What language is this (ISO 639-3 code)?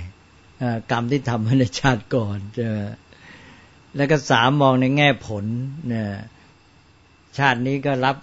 tha